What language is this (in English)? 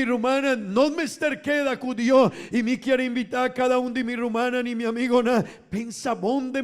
Papiamento